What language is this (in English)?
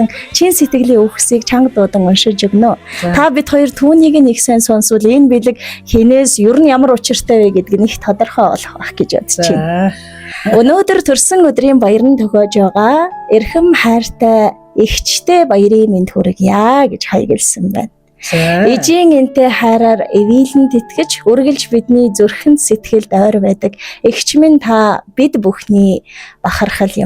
Mongolian